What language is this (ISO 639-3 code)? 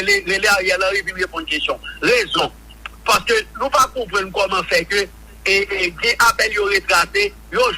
hat